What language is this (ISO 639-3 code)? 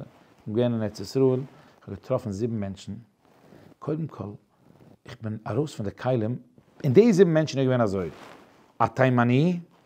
yid